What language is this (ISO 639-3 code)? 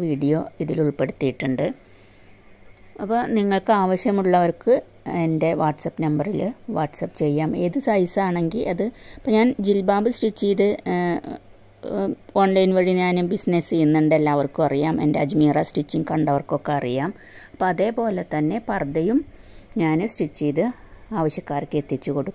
mal